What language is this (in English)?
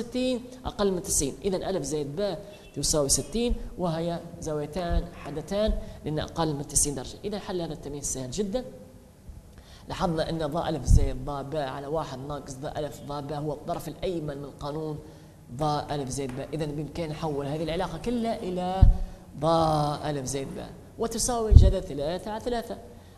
Arabic